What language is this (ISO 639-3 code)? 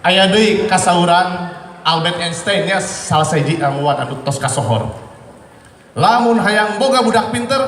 sun